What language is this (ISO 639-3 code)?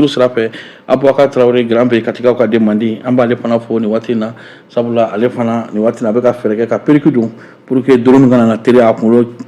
bam